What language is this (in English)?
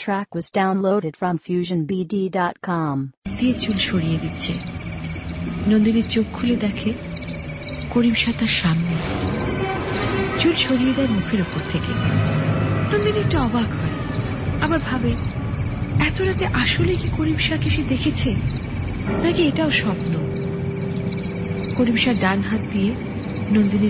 Bangla